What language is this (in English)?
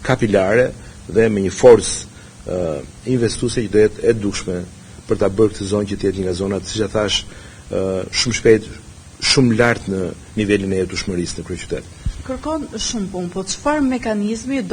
Albanian